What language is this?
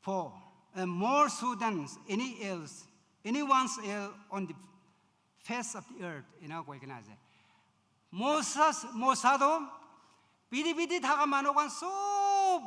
Naga Pidgin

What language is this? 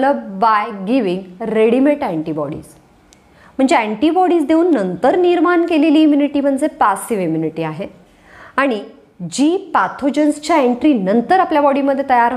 Marathi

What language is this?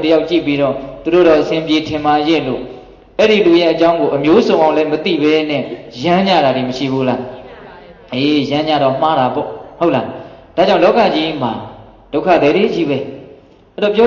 Burmese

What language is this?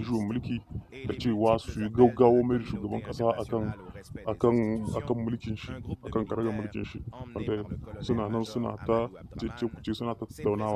Hausa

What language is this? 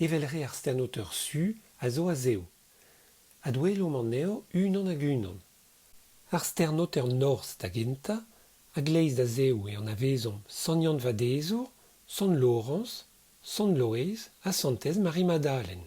Breton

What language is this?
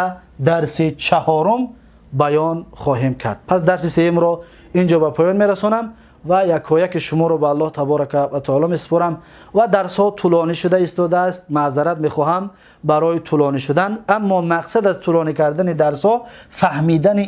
Tajik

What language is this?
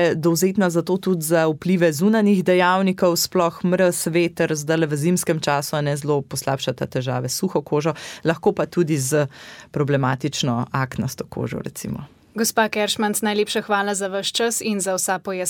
Slovenian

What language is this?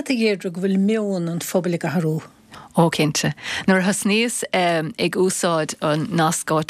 Irish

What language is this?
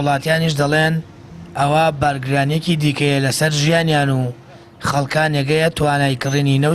Central Kurdish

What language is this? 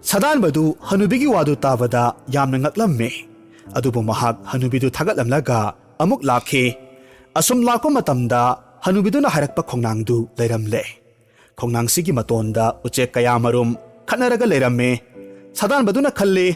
Manipuri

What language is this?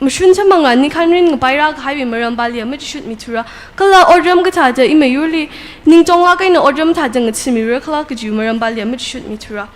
Tangkhul Naga (India)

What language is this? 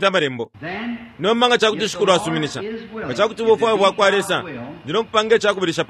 Bemba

